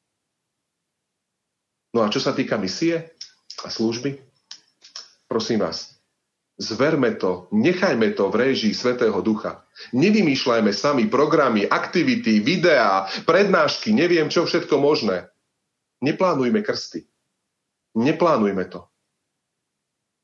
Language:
Slovak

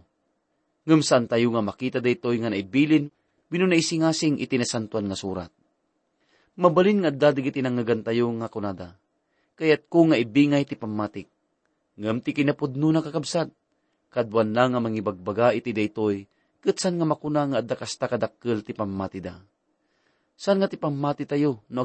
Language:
Iloko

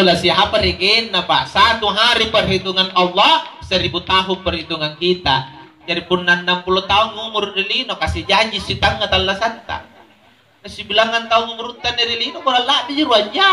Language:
Makasar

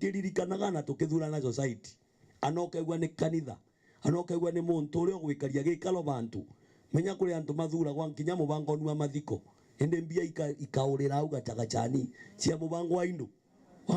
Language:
Meru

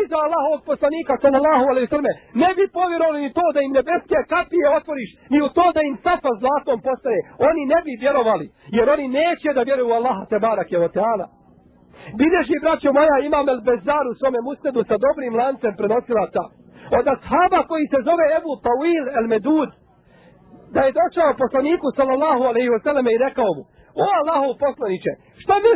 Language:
Bosnian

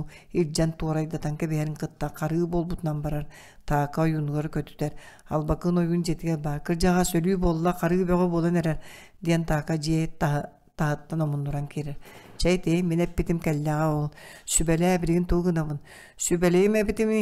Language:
Yakut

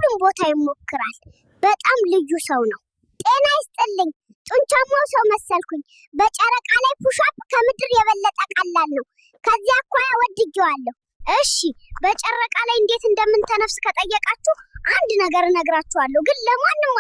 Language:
Amharic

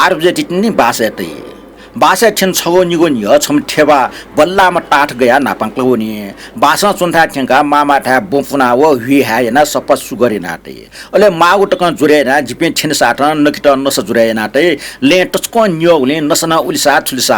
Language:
Newari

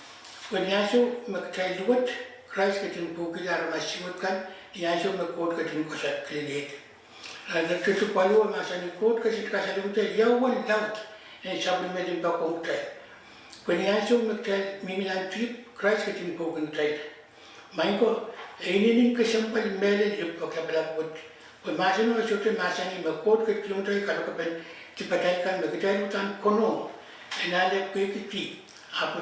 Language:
Pohnpeian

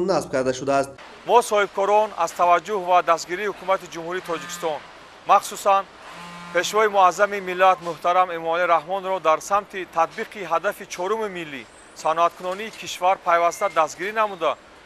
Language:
Tajik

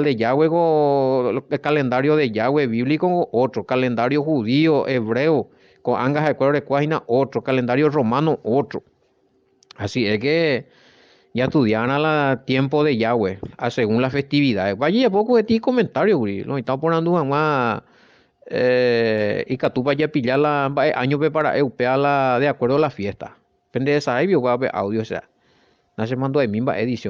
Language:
Guarani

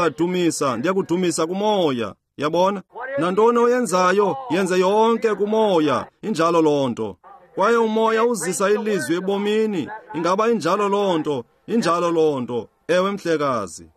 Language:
Xhosa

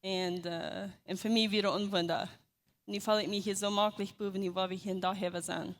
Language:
Plautdietsch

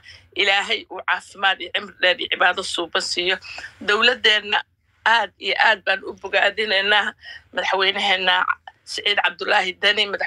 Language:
Somali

